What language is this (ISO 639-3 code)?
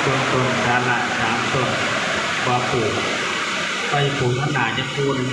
tts